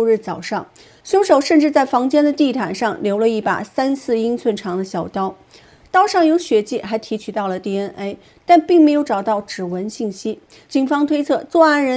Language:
Chinese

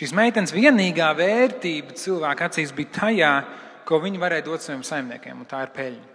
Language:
Latvian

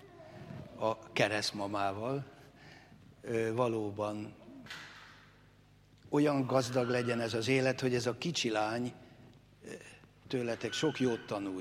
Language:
Hungarian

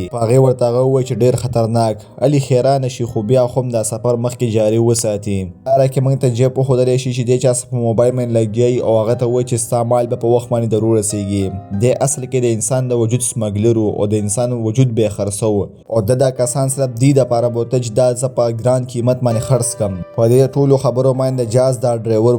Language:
Pashto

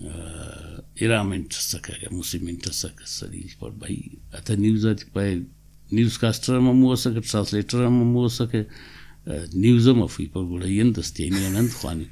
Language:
Brahui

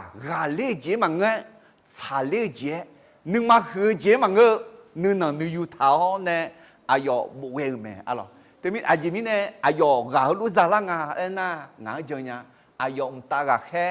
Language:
Akha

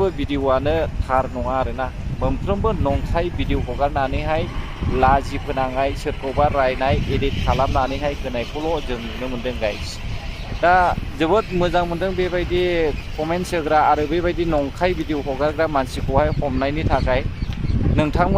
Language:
Bodo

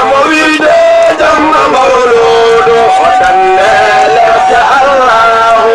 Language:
Fula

